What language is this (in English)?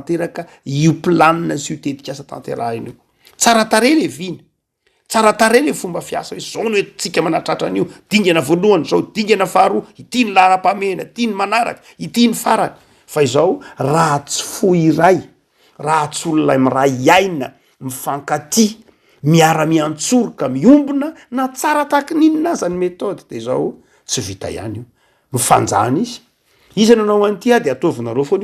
Malagasy